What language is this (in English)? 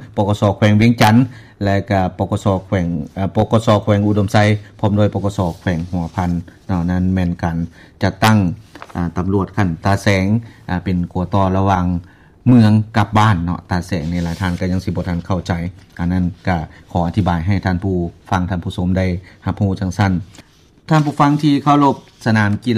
Lao